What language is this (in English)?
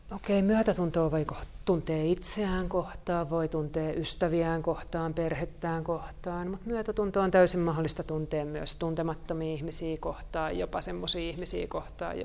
Finnish